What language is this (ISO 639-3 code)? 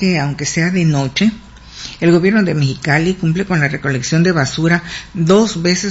spa